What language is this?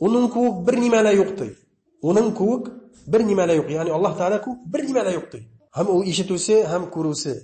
Bashkir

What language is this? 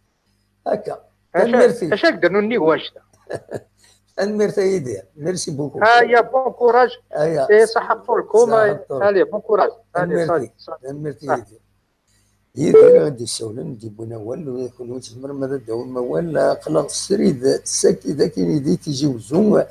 Kabyle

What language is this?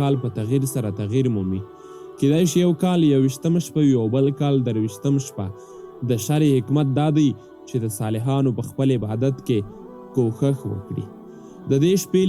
Pashto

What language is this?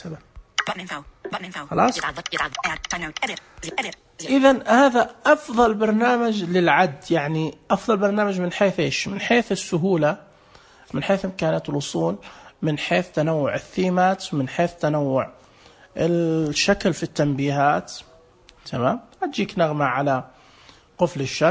Najdi Arabic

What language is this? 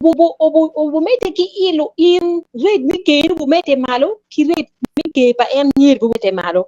Acoli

